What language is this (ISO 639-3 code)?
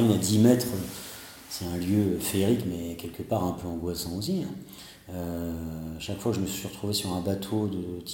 fra